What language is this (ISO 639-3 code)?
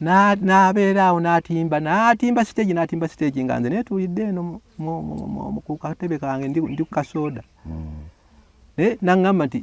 lug